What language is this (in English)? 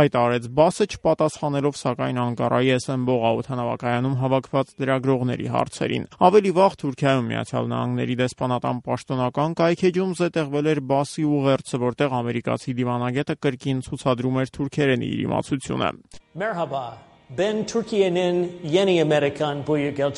Armenian